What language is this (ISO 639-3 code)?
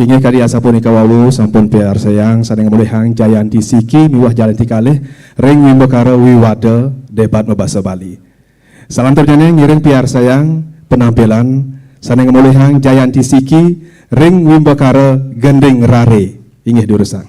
ban